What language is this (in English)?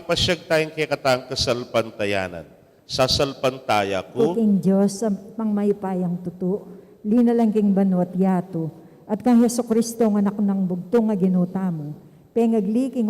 Pampanga